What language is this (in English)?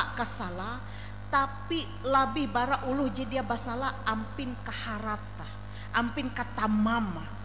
Ngaju